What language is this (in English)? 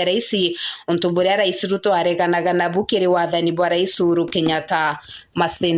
Meru